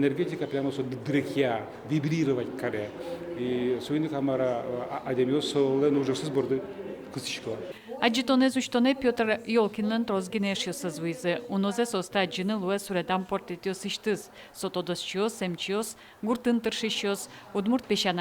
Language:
Udmurt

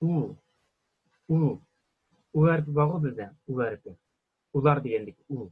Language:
Uyghur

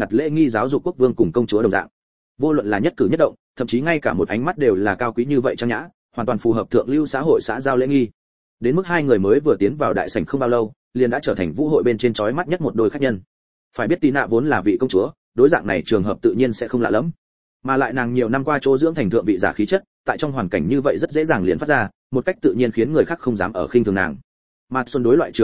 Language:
Vietnamese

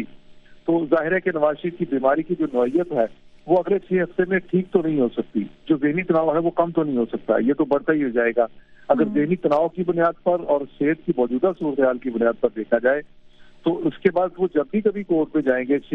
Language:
Urdu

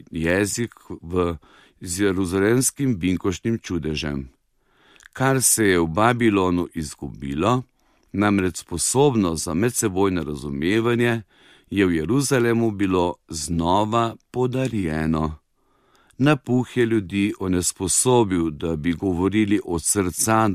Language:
Slovenian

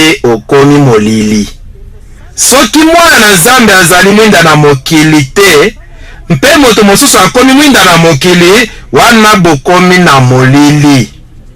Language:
Lingala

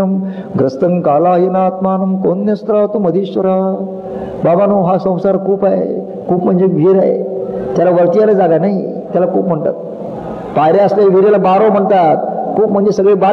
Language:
Marathi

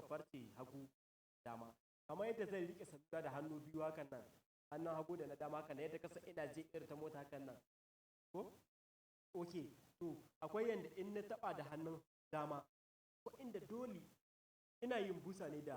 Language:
Hausa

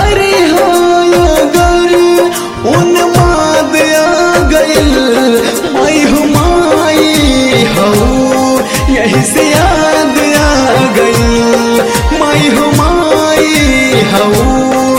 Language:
Bhojpuri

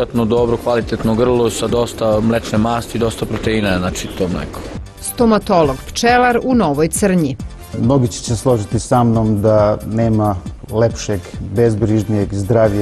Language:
Serbian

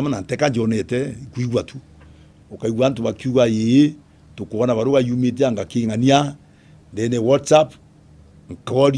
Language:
Meru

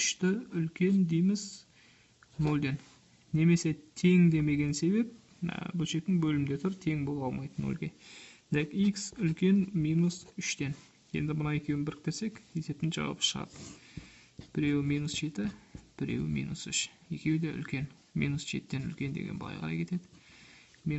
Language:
Kazakh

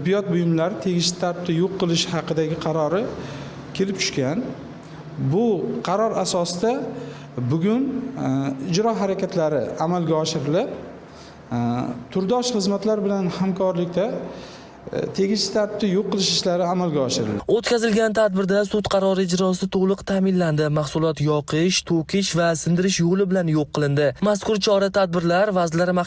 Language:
Uzbek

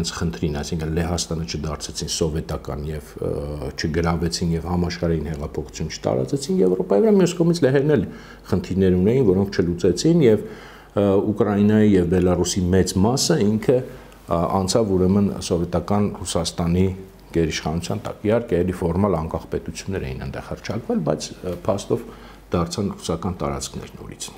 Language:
Armenian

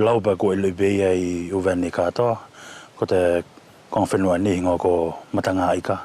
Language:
Wallisian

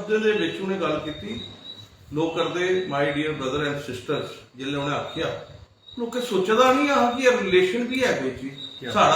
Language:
Dogri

